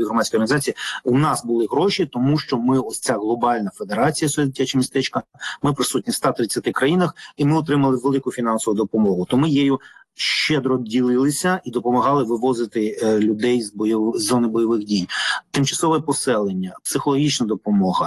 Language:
Ukrainian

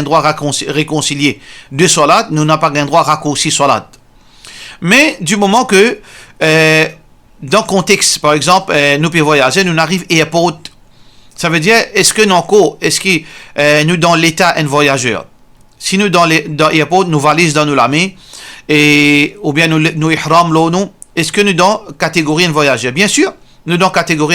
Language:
Morisyen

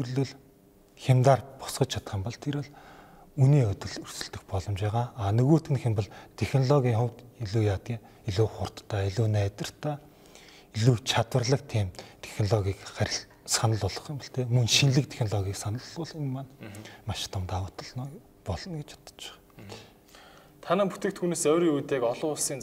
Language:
Mongolian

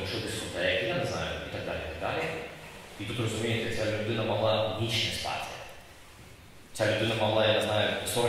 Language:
Ukrainian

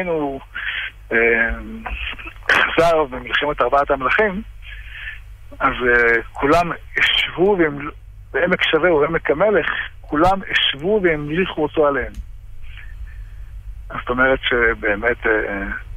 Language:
Hebrew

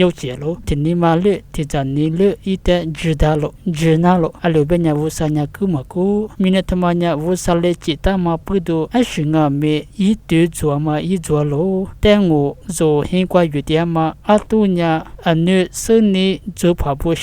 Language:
Lisu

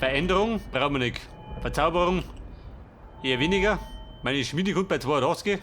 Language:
Bavarian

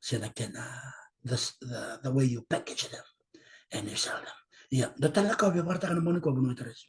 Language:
Fijian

